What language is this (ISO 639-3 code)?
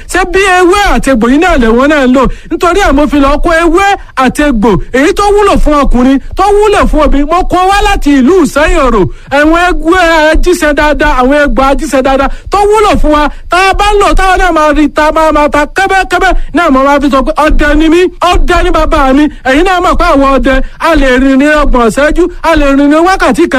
yor